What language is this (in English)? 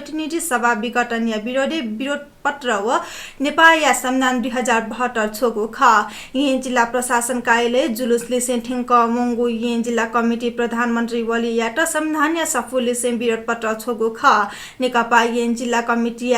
Newari